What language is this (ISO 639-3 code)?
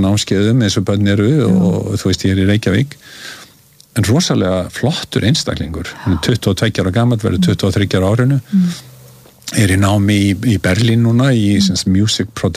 isl